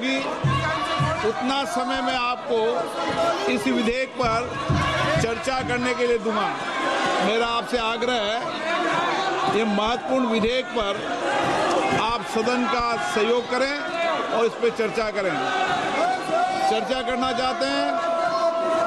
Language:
Hindi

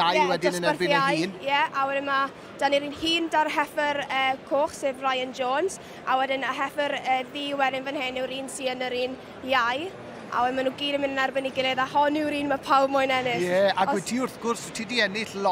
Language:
Welsh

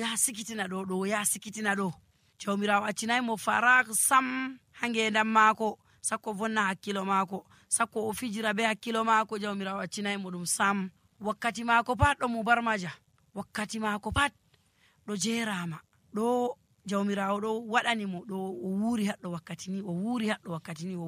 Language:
Nigerian Fulfulde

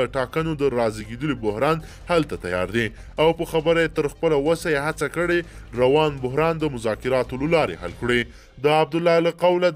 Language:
Pashto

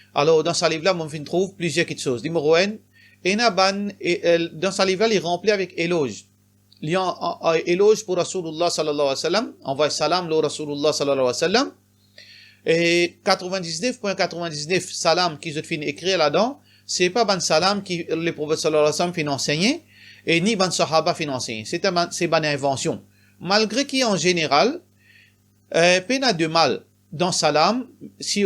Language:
Morisyen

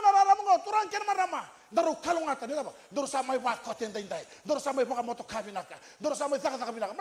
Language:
Fijian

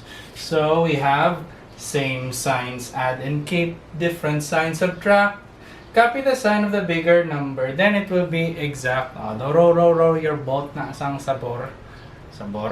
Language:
Hiligaynon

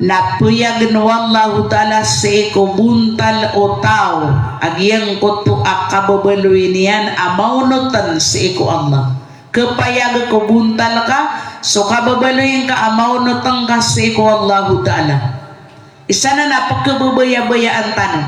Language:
Maranao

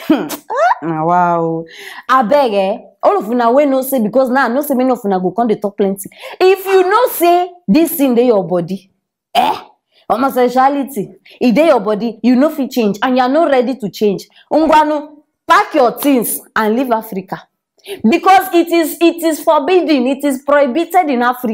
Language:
Nigerian Pidgin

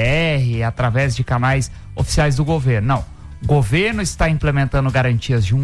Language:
Portuguese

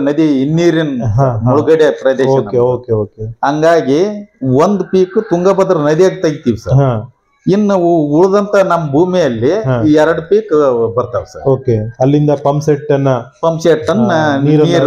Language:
Kannada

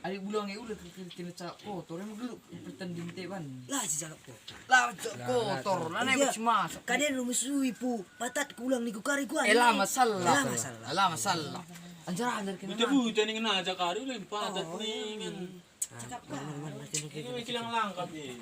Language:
Batak Karo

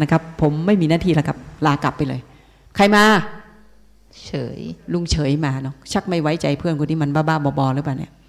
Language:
Thai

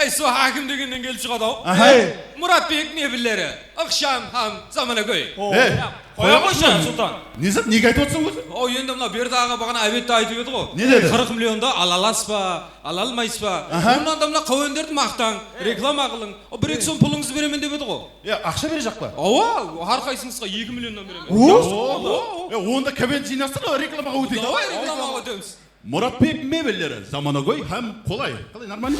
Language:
Kara-Kalpak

